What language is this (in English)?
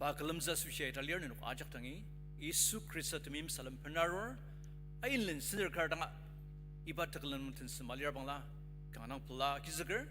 Ao Naga